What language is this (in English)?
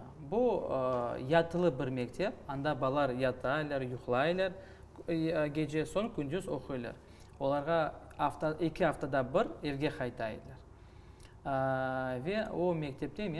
Crimean Tatar